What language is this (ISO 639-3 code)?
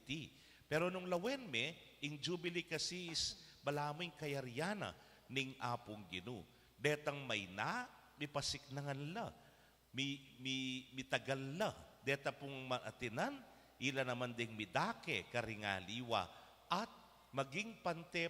pam